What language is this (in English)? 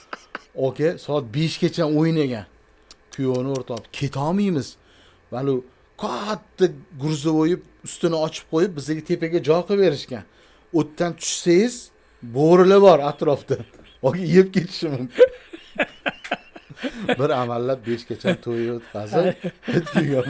Uzbek